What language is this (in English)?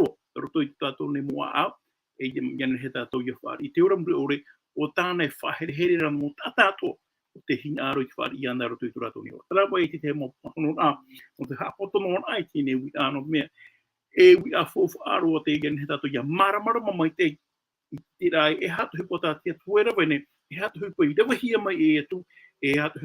Tahitian